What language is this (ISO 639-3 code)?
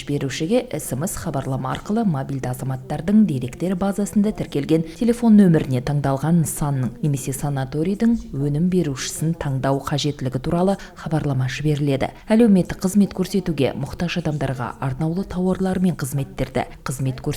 kaz